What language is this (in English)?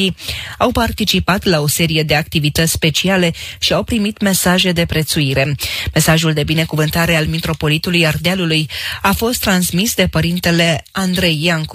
Romanian